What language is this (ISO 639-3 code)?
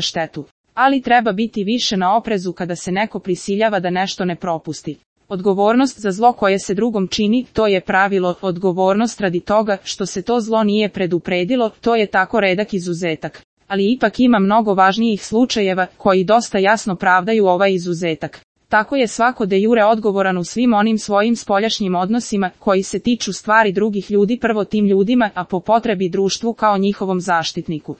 srp